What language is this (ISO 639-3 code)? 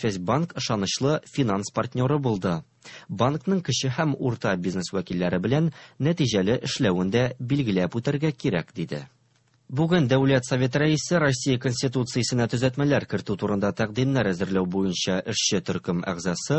tat